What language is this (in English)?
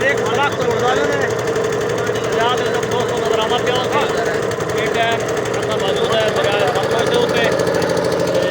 Saraiki